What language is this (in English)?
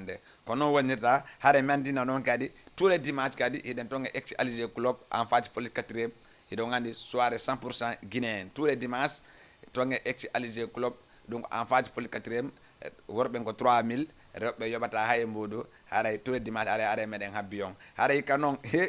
Fula